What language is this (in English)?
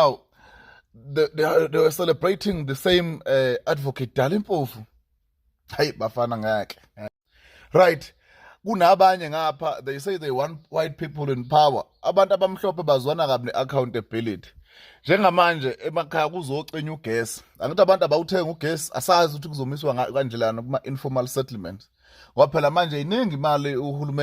Zulu